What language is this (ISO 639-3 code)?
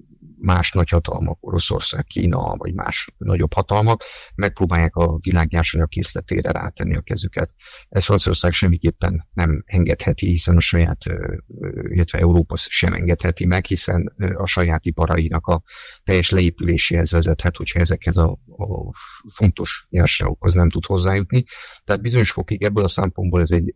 hun